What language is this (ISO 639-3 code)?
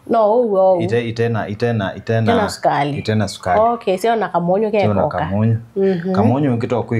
kam